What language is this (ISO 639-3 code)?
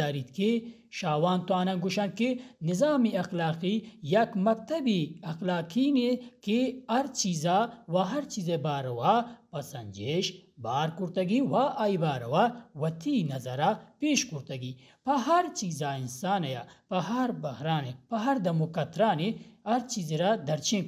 bal